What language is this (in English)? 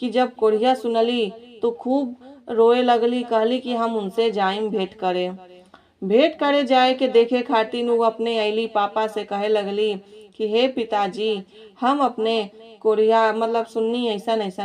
Bhojpuri